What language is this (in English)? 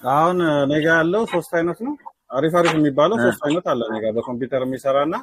Amharic